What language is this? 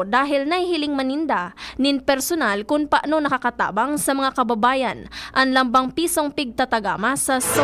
Bikol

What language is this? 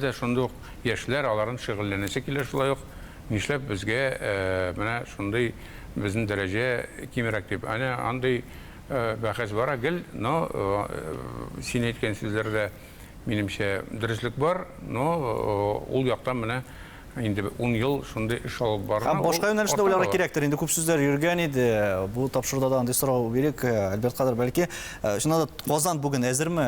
Tatar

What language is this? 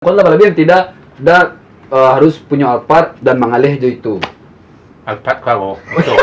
Minangkabau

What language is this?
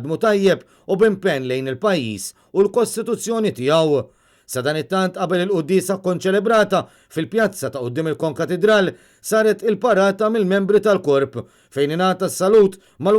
Maltese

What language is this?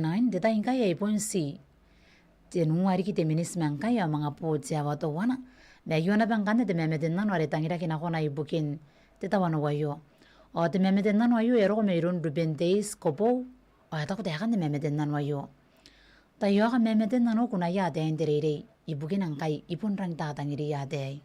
Gilbertese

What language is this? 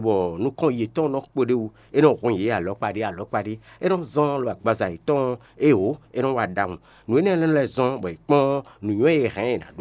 Fon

